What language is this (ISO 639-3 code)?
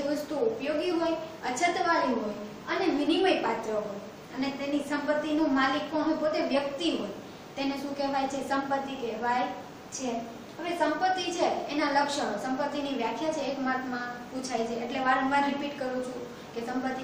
guj